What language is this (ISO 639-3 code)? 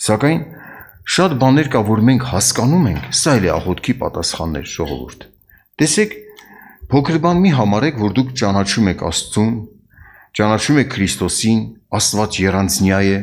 hye